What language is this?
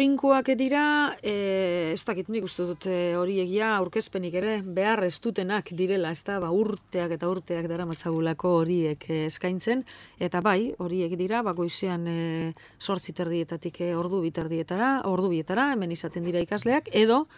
Basque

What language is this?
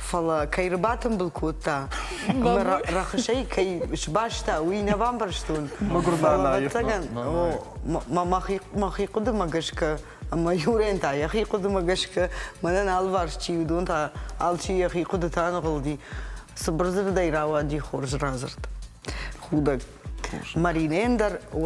Ossetic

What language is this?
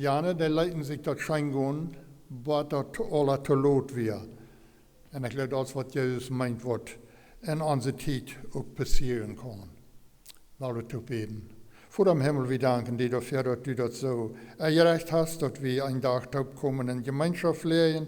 Plautdietsch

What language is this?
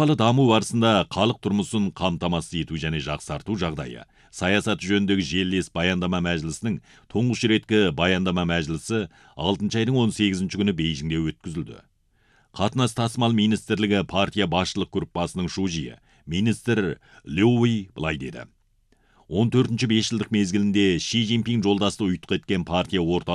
Kazakh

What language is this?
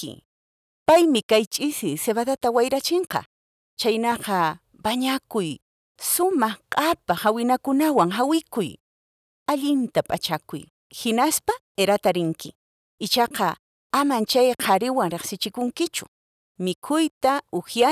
Quechua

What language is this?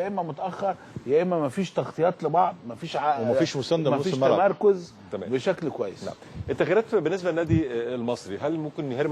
Egyptian Arabic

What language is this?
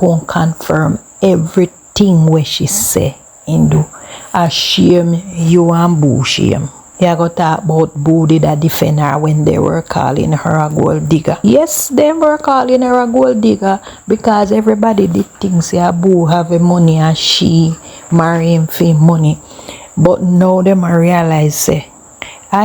Jamaican Creole English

